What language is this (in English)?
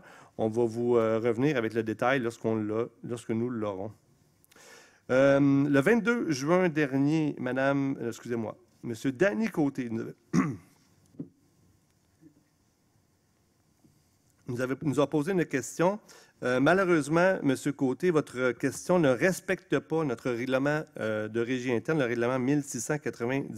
French